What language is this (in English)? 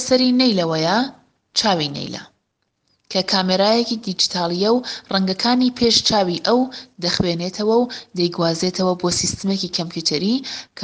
Central Kurdish